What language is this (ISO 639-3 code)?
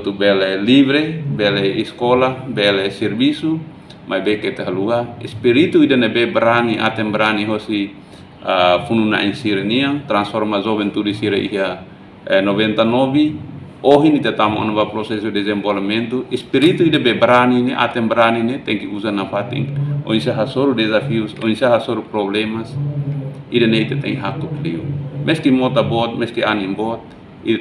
tet